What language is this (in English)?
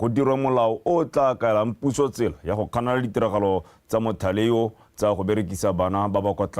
Tswana